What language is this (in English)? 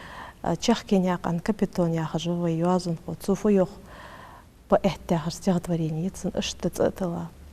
Ingush